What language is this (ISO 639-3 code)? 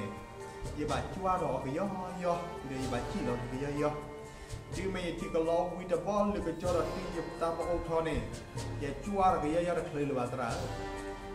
ksw